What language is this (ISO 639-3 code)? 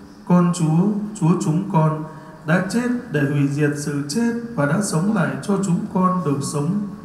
vie